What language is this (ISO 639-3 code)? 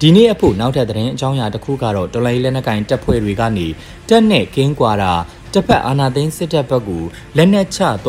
mya